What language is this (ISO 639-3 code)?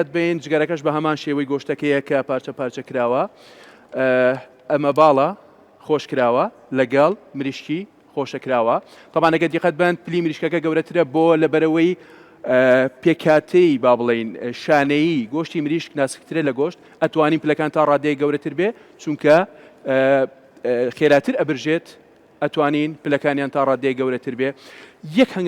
ckb